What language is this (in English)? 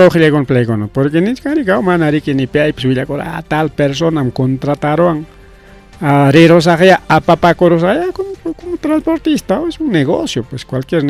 Ayacucho Quechua